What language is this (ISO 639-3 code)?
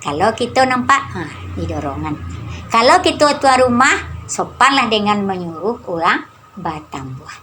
min